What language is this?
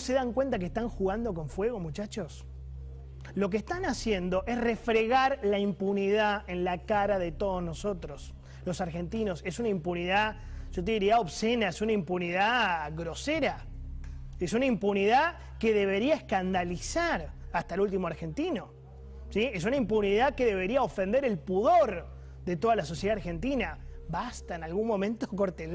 Spanish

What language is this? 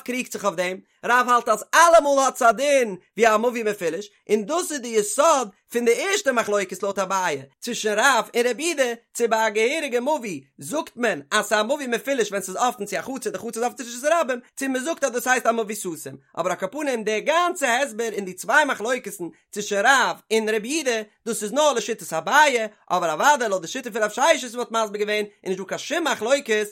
Yiddish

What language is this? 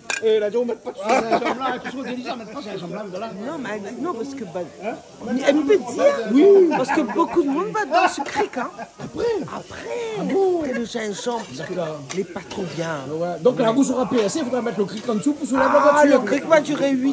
Réunion Creole French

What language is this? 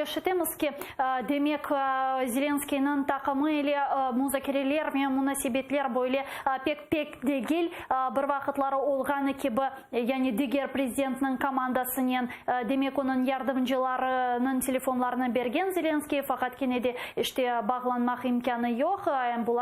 Crimean Tatar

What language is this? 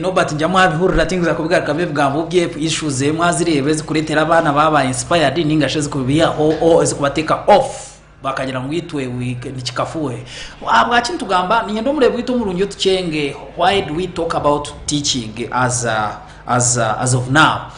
Nyankole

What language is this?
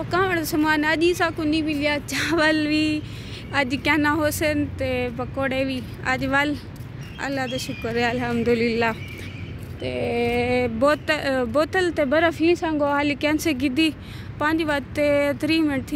Saraiki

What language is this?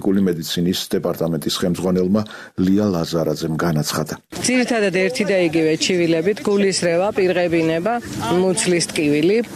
Georgian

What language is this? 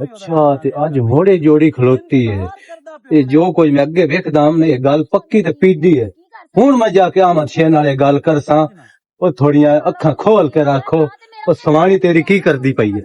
Western Panjabi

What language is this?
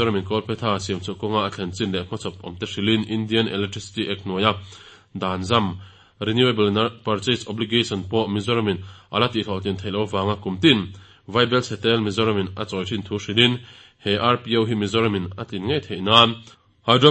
Mizo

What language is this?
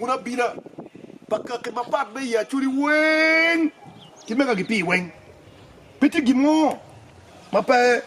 Acoli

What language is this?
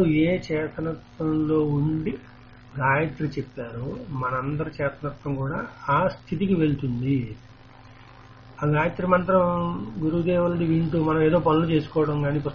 Telugu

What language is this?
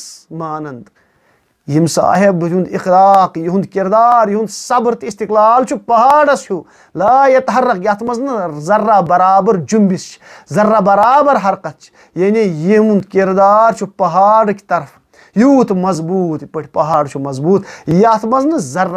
Kashmiri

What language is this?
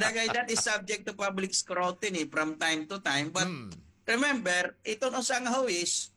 Waray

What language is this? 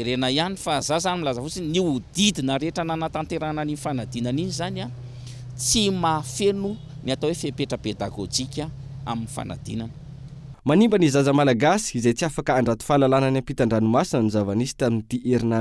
Malagasy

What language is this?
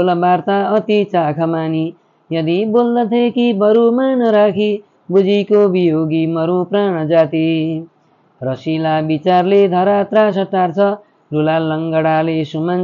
Nepali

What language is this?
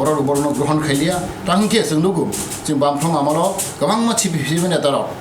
Kok Borok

